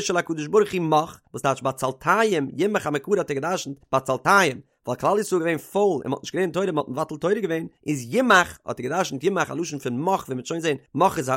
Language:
Yiddish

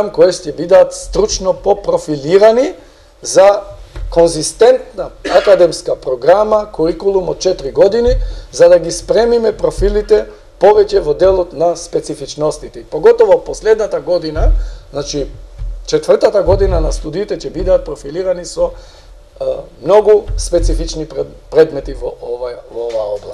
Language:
Macedonian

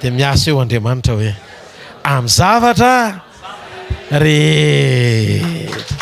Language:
Malagasy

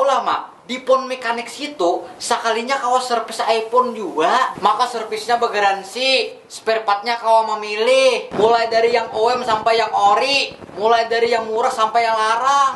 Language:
Banjar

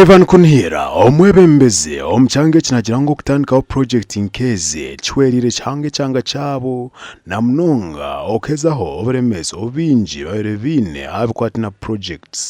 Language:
Nyankole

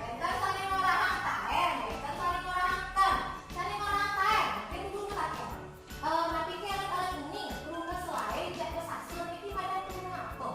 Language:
Balinese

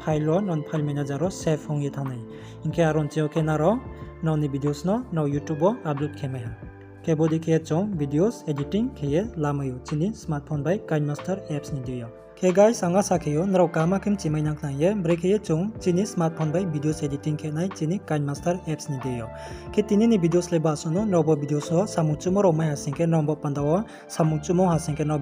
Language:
Riang (India)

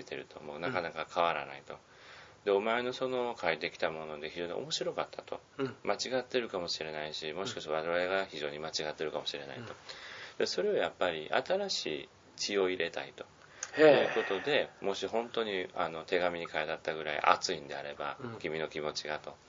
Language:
Japanese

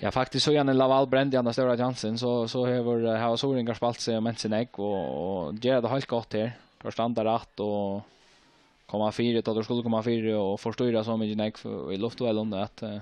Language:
Faroese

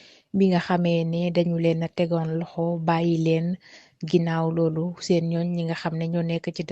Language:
Wolof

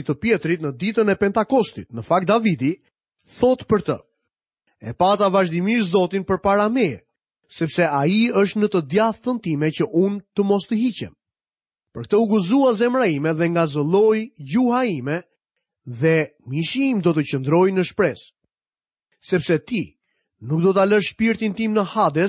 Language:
Albanian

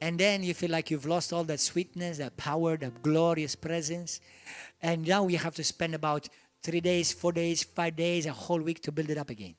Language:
English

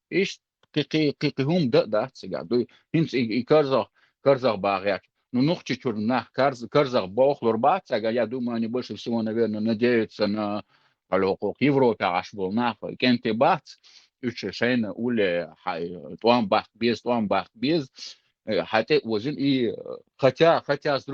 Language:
Chechen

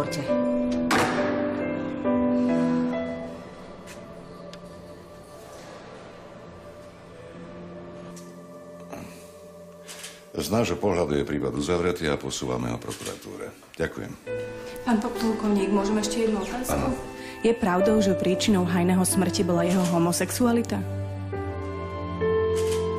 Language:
Slovak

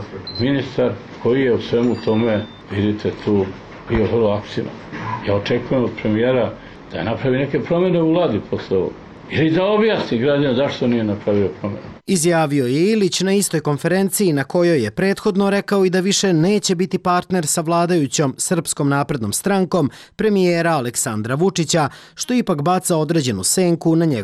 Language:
Serbian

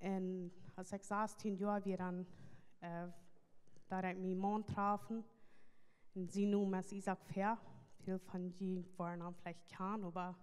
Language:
Plautdietsch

